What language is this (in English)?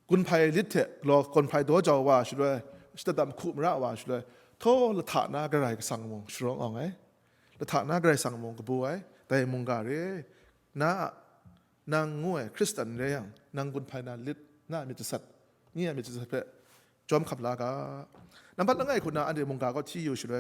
Kachin